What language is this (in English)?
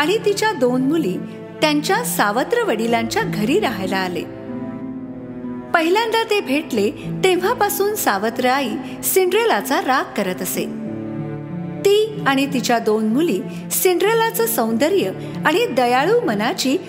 Marathi